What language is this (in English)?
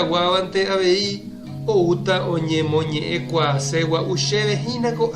Guarani